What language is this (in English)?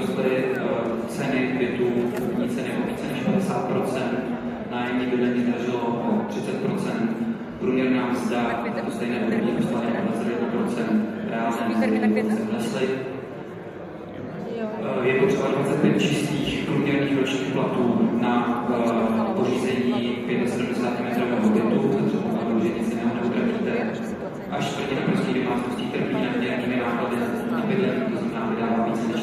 Czech